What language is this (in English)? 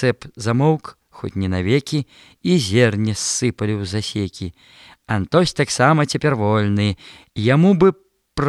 Belarusian